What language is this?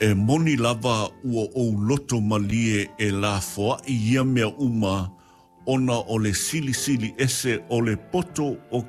Samoan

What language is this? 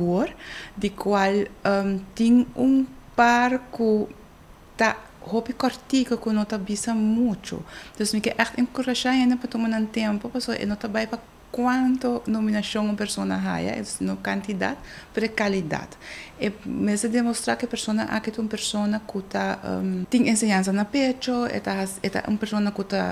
Papiamento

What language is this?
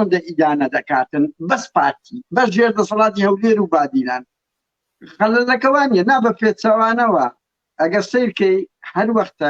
Central Kurdish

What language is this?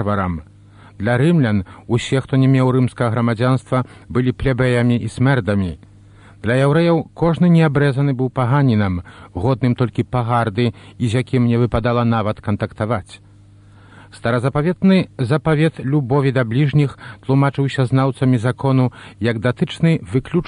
Belarusian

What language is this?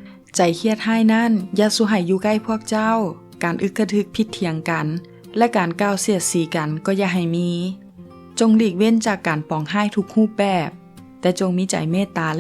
Lao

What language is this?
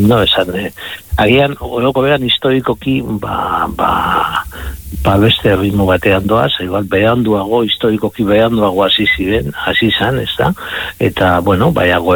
Basque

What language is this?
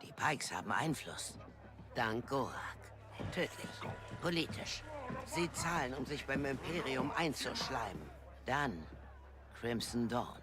Bavarian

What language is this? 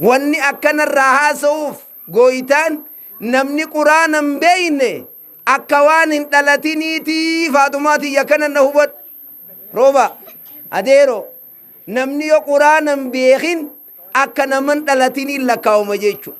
Oromo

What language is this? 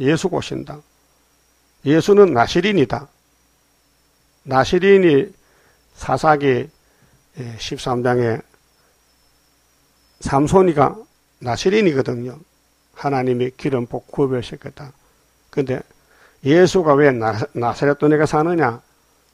Korean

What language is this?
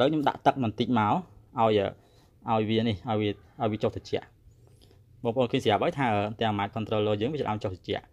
Khmer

